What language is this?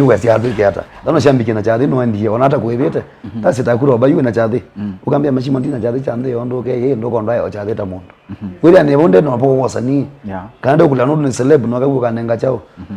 Kamba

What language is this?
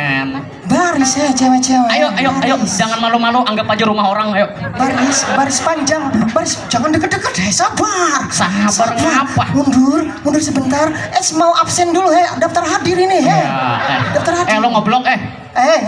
Banjar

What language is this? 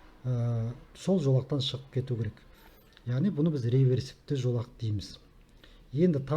Kazakh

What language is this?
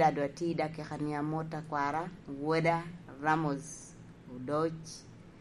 Lango (Uganda)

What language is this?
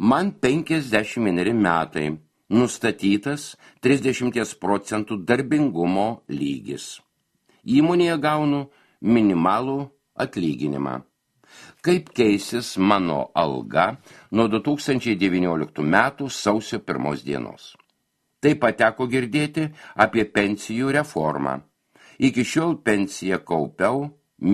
Lithuanian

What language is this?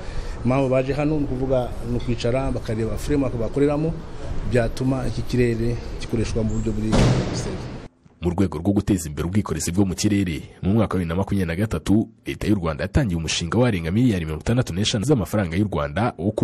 Kinyarwanda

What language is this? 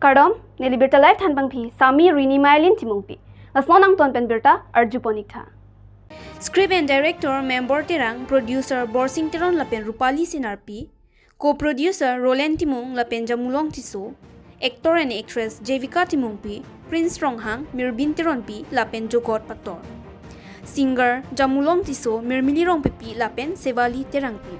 Karbi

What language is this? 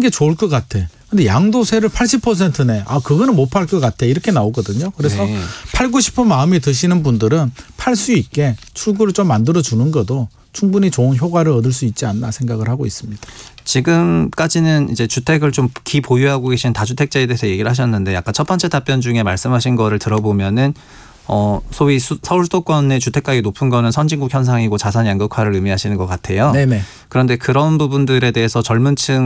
Korean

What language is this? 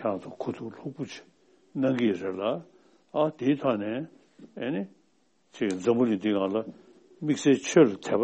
Latvian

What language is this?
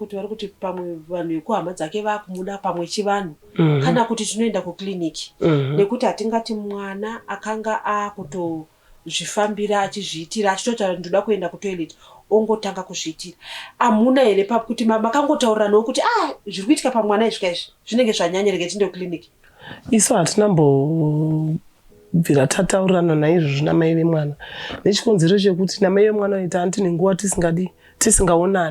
Shona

